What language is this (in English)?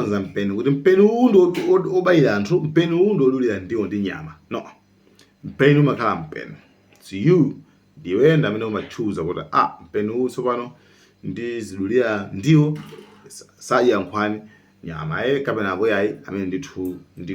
Nyanja